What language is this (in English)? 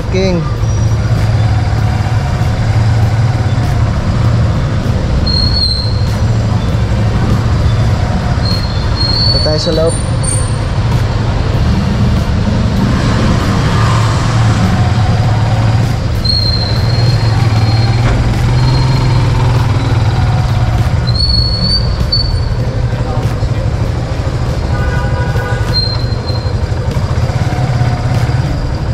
Filipino